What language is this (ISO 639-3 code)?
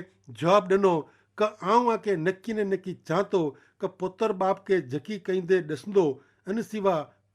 kfr